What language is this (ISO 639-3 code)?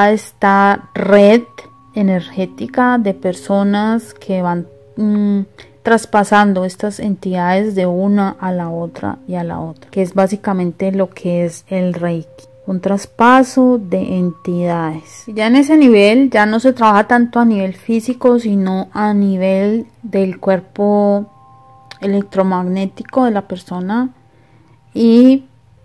spa